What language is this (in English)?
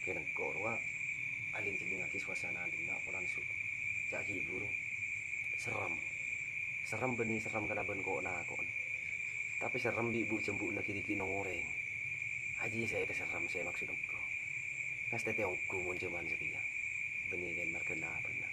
Madurese